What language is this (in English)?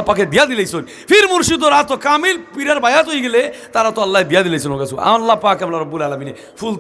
Sylheti